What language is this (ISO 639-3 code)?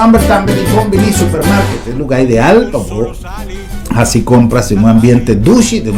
pap